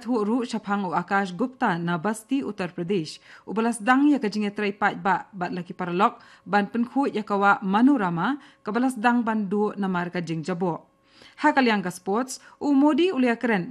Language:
Khasi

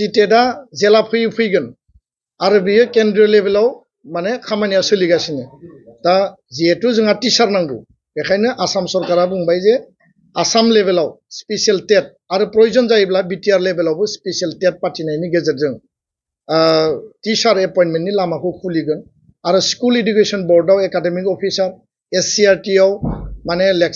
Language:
Bodo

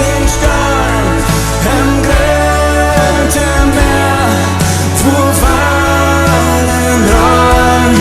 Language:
Plautdietsch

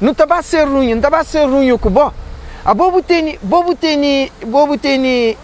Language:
Kabuverdianu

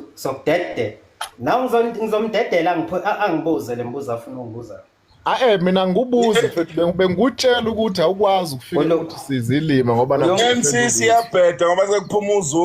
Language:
Zulu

